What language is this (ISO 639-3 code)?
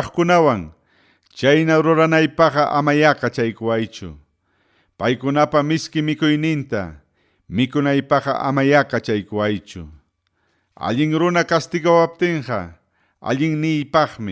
quy